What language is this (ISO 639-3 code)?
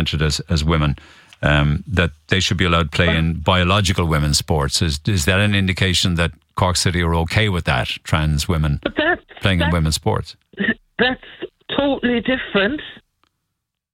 eng